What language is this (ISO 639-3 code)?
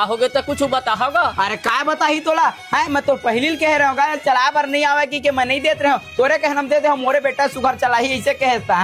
hne